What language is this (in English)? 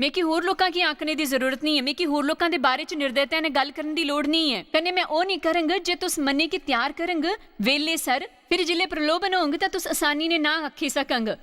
Dogri